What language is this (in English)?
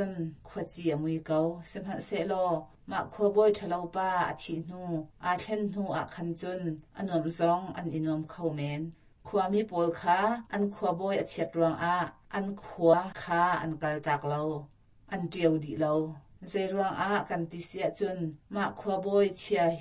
Hakha Chin